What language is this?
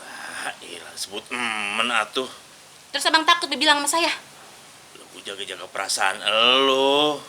Betawi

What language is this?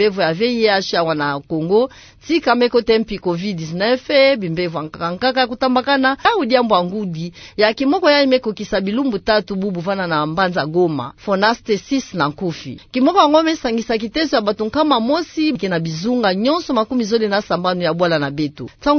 Kituba (Democratic Republic of Congo)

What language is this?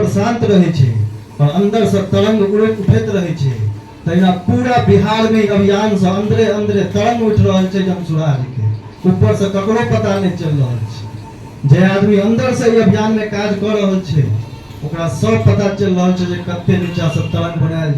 Maithili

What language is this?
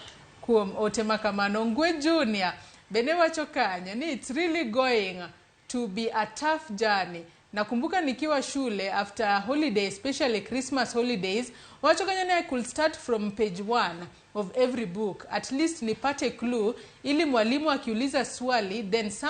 Luo (Kenya and Tanzania)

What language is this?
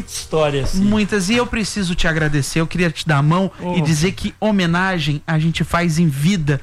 Portuguese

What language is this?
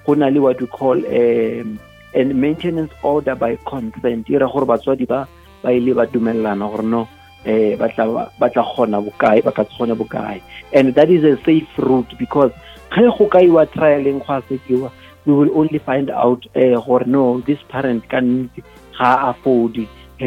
Northern Sotho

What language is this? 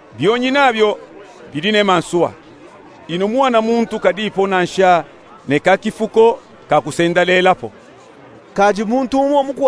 Luba-Katanga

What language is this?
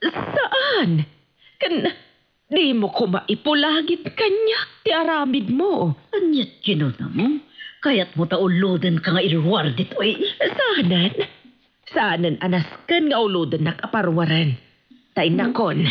Iloko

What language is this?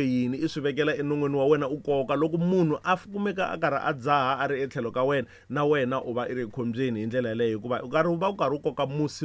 Tsonga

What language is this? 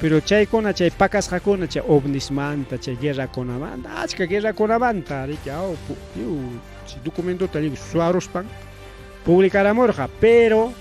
Ayacucho Quechua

